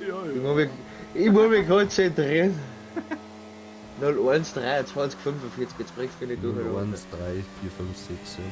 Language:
Bavarian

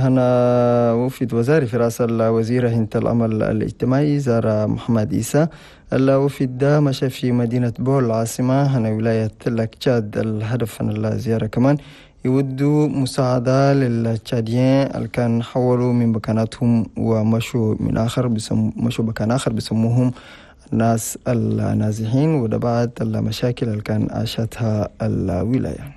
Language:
Chadian Arabic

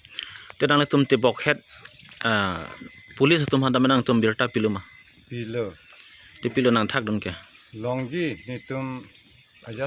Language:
Karbi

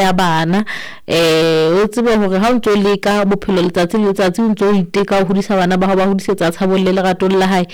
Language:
Southern Sotho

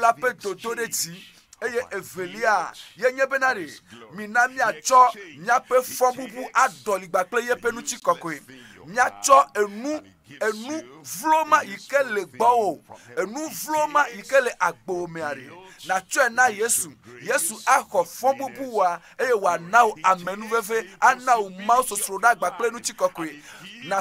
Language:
Ewe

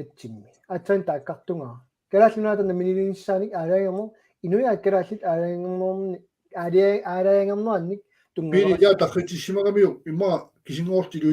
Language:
Kalaallisut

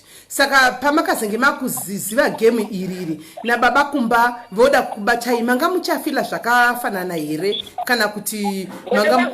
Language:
Shona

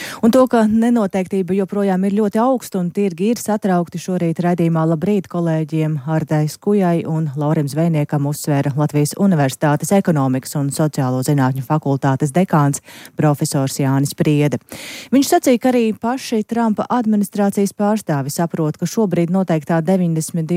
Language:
Latvian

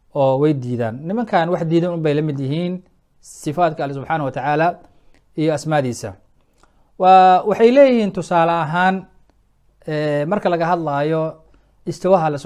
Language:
Somali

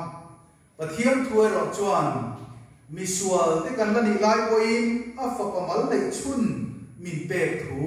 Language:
Mizo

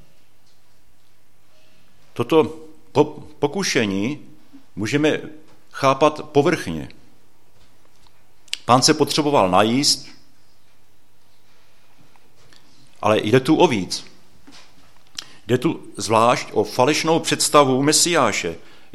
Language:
Czech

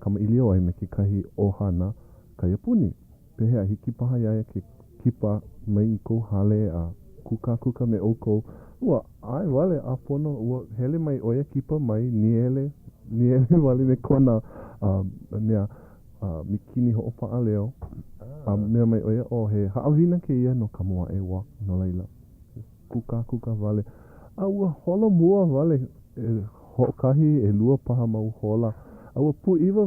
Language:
Hawaiian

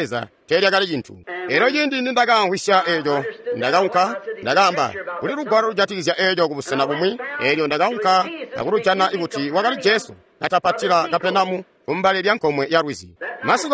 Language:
Tonga (Zambia)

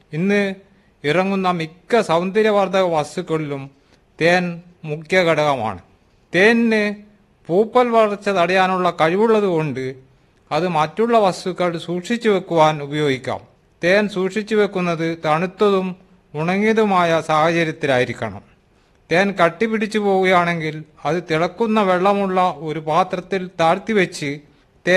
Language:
Malayalam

